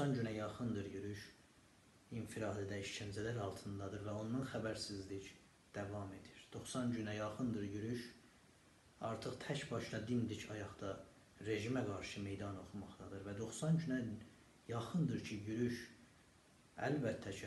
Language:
South Azerbaijani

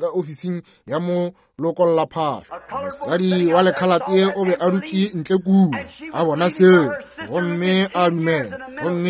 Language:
Northern Sotho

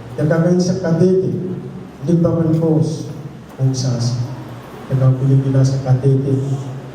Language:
Pohnpeian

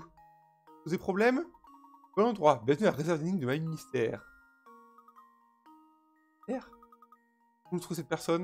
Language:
French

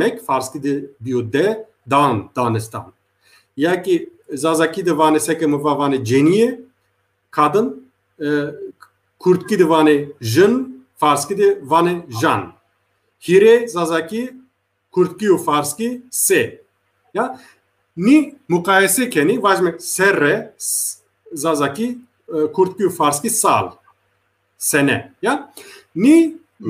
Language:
Zaza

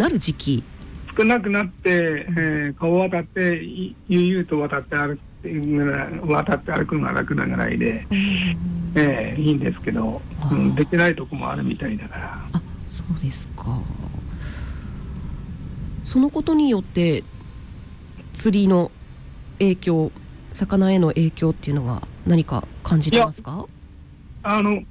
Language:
Japanese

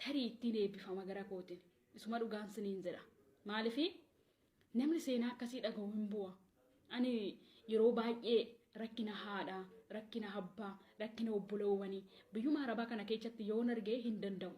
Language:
Oromo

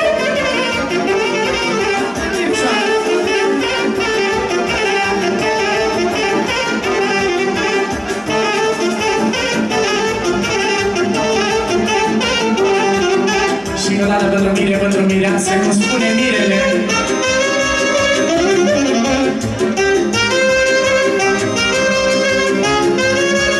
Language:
Romanian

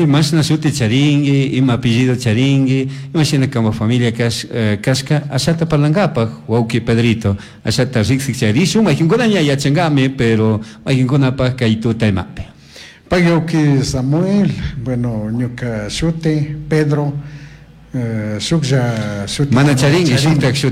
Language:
Chimborazo Highland Quichua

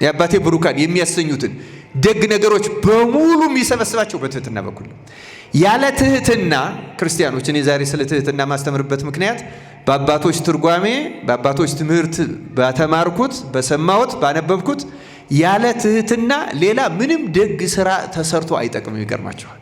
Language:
Amharic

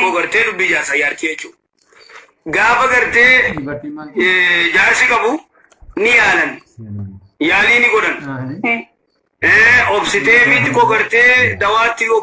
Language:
Oromo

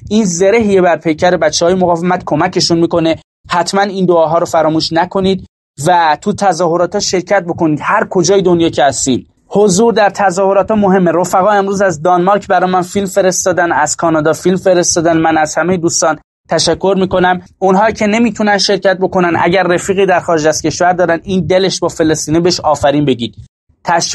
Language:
Persian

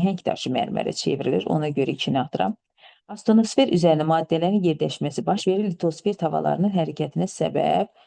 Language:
Azerbaijani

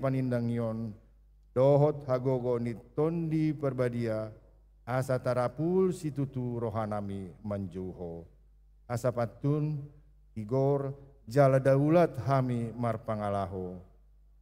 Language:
Batak Toba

